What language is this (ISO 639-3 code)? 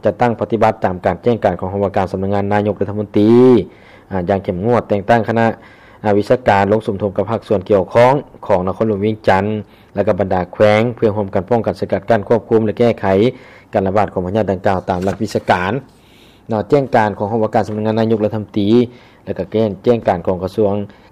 lao